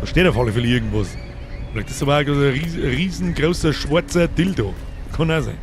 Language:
Bavarian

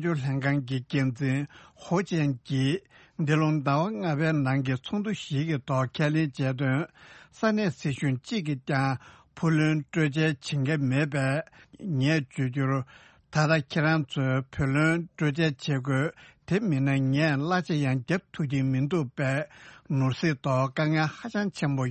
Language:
Tibetan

